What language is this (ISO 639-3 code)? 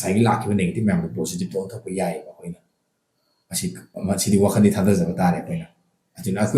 mni